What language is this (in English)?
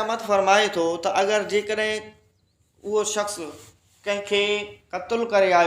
Sindhi